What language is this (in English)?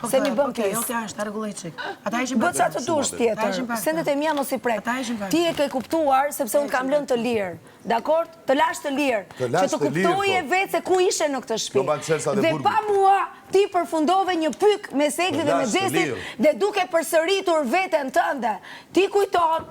Albanian